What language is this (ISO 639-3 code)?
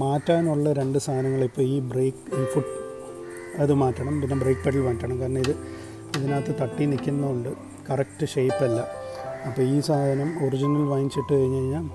mal